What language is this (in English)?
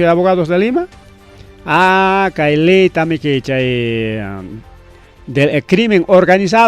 Ayacucho Quechua